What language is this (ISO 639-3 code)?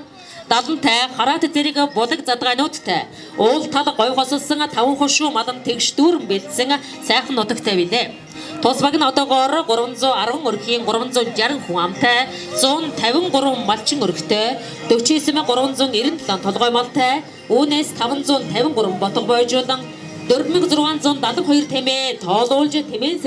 mon